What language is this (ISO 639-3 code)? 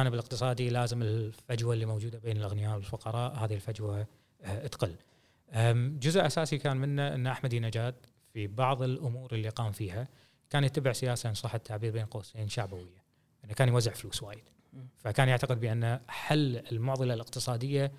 afb